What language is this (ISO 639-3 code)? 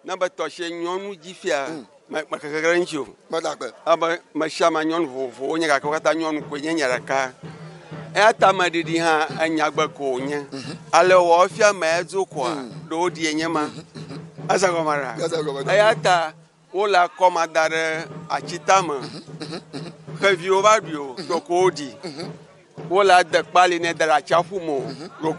ewe